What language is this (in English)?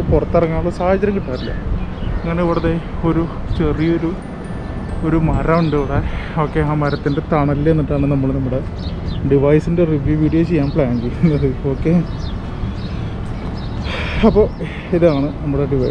Malayalam